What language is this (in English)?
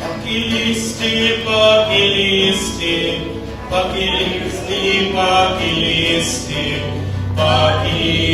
Nahuatl languages